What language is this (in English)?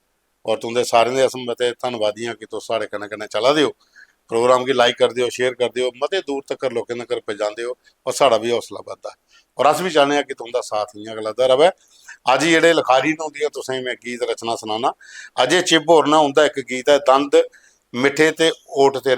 Dogri